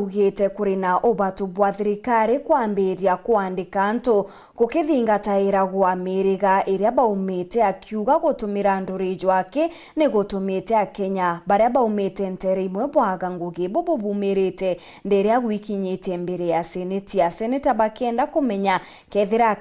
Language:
Meru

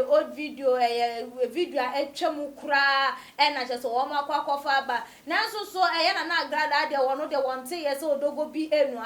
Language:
Akan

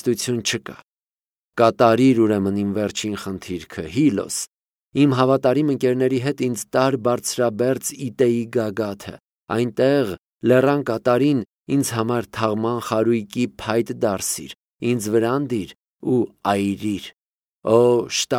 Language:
Armenian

